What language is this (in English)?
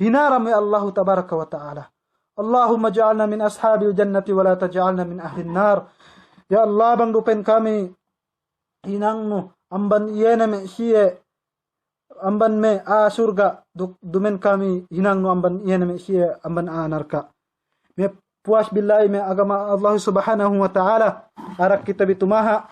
Yakan